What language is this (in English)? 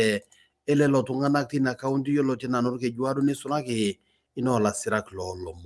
Masai